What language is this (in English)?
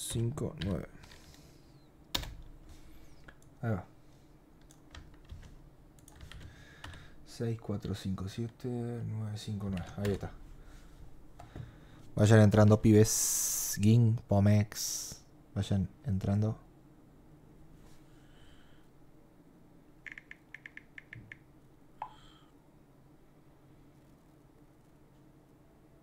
Spanish